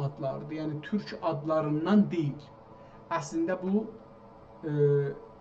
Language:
South Azerbaijani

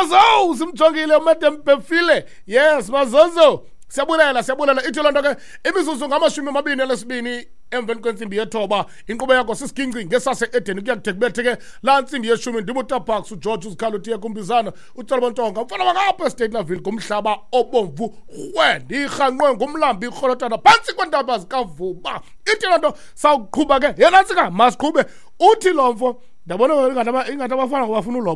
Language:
Xhosa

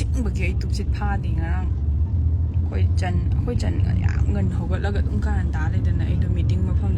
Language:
Manipuri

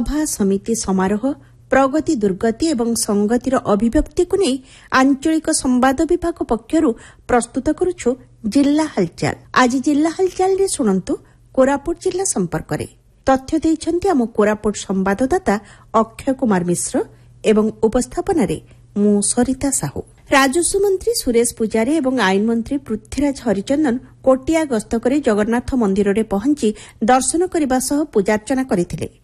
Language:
Odia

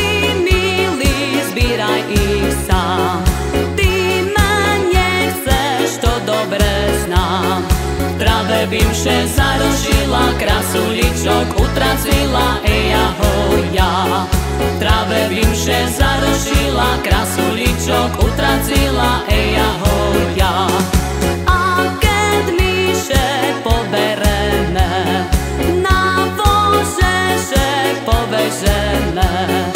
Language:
Slovak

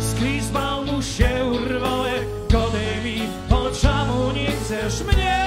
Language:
Silesian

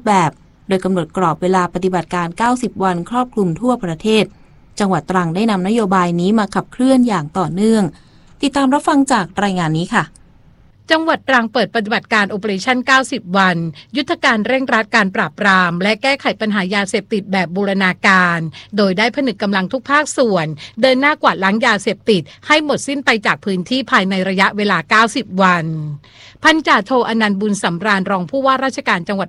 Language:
Thai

